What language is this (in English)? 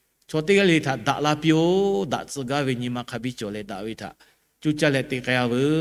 Lahu